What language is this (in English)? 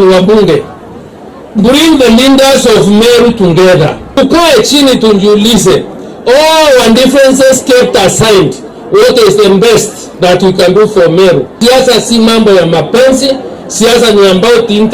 Meru